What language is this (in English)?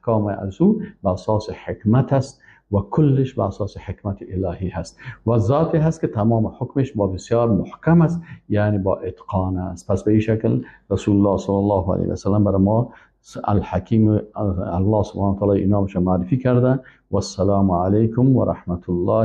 Persian